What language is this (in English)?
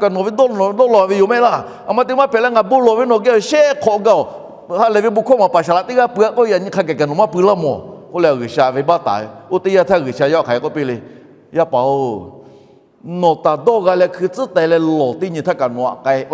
Lahu